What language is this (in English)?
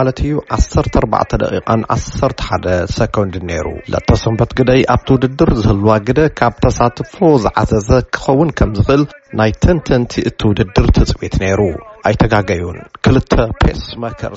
Tigrinya